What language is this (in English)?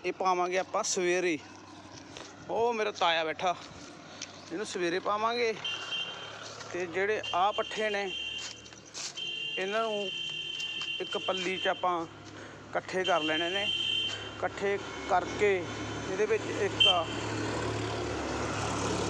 Punjabi